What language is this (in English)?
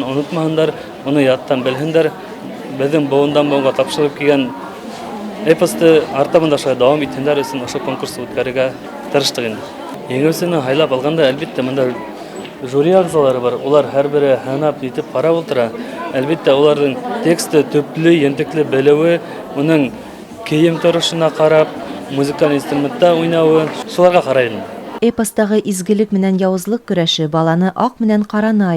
Bashkir